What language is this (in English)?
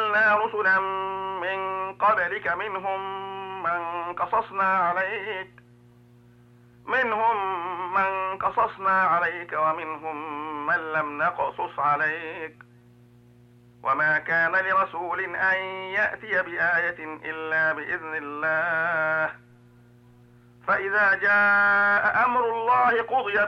Arabic